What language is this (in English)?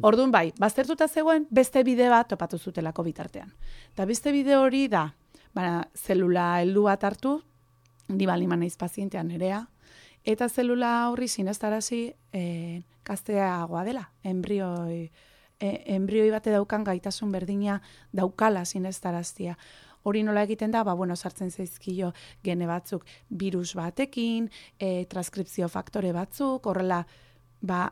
Basque